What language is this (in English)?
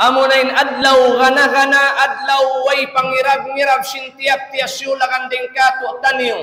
Tausug